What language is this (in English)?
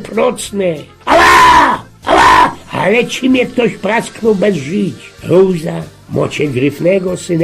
Silesian